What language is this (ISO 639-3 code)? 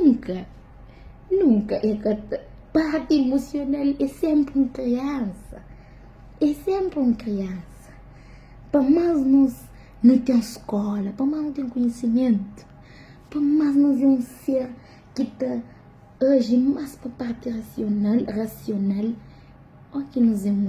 kea